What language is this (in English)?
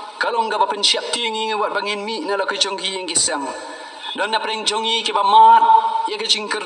Khasi